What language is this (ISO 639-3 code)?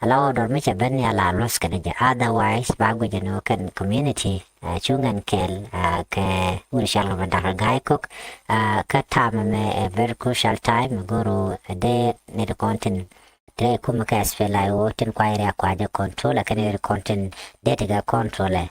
nus